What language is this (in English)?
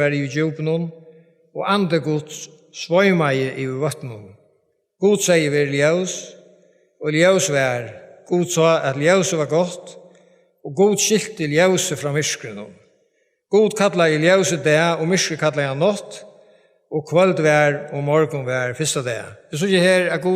Faroese